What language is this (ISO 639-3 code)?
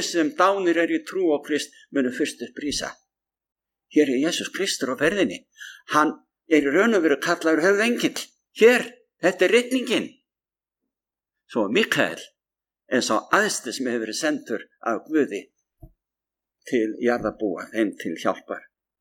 isl